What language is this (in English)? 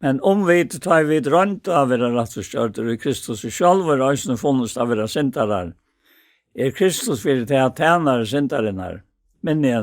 Faroese